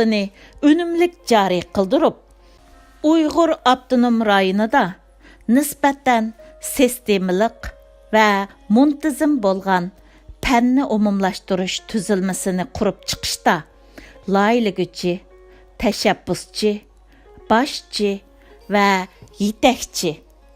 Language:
Uyghur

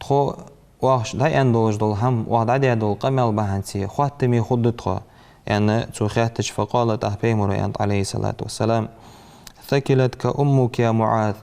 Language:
Ingush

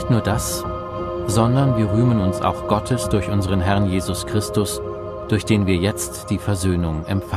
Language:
German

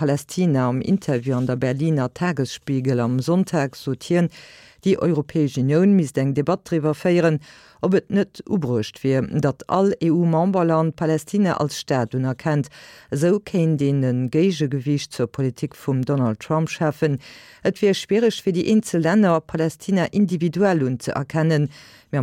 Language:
Luxembourgish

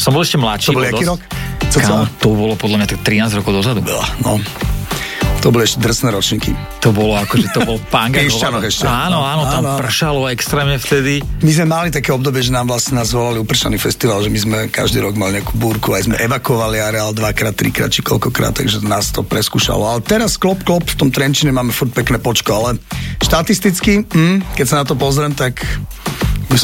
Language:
Slovak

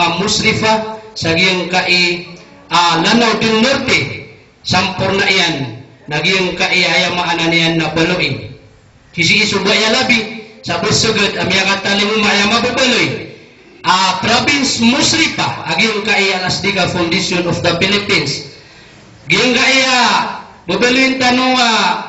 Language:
Maranao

